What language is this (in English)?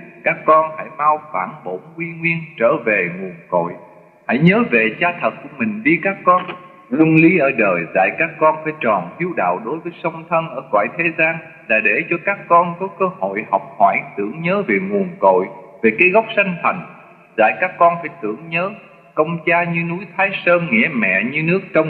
Vietnamese